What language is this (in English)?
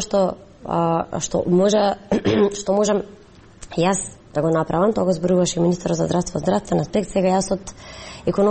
Macedonian